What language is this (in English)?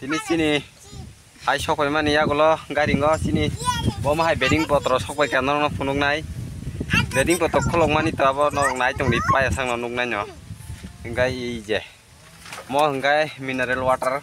Kok Borok